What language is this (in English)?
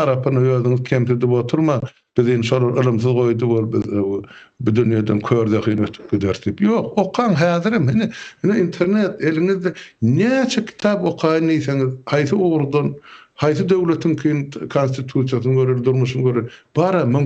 Turkmen